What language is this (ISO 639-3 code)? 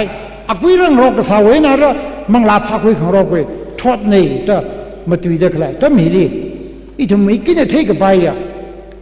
nmf